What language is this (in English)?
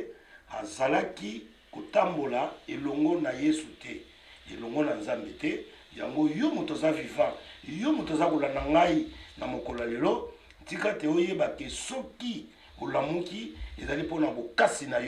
Lingala